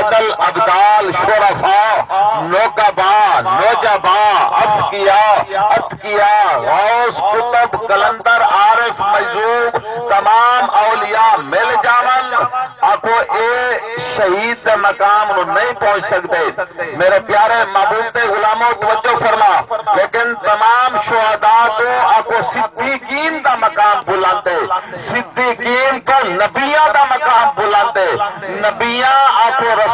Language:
Saraiki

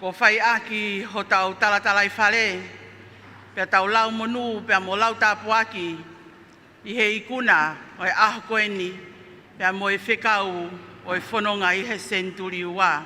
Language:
Tongan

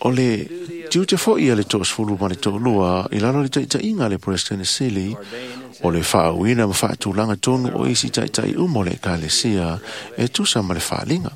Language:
Samoan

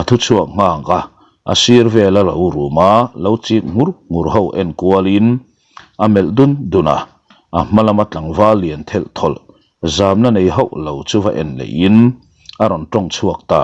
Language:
Mizo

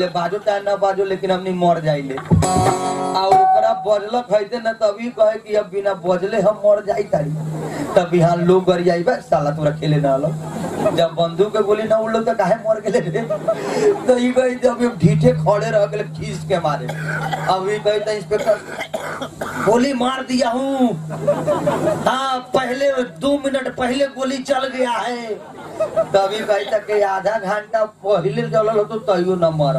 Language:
Bhojpuri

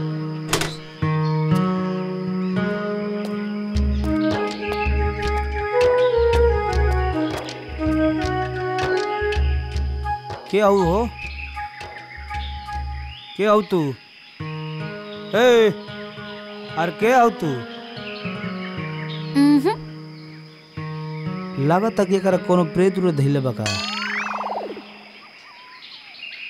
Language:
Bhojpuri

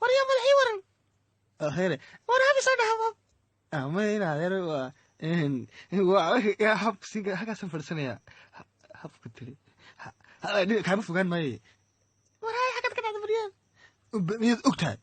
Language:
Somali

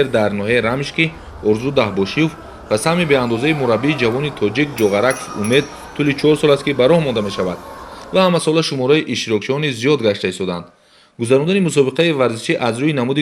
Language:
Tajik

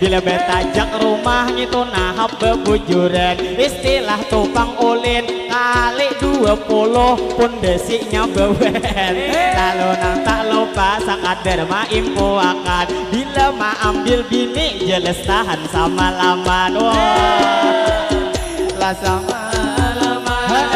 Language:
Banjar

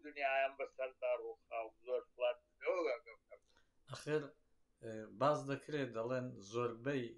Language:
Central Kurdish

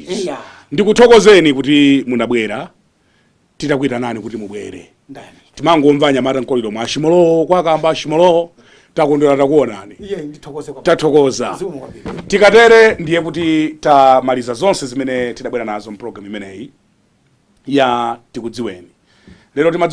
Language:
Nyanja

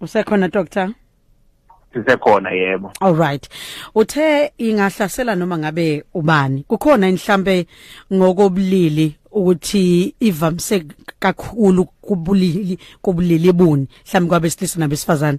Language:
Zulu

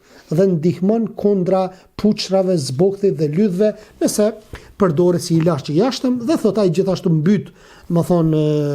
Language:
Albanian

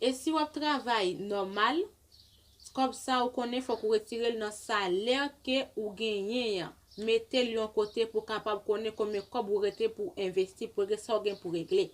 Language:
Haitian Creole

